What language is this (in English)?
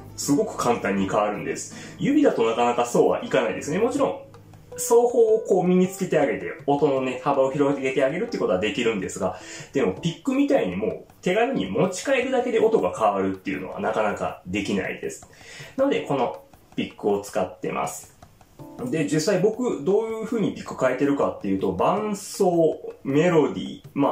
Japanese